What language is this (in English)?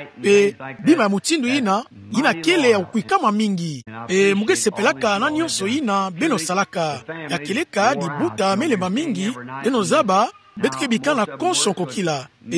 Kituba (Democratic Republic of Congo)